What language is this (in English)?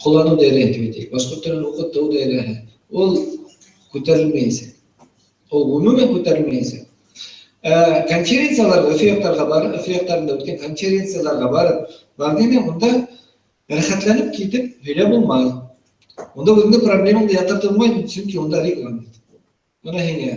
Bashkir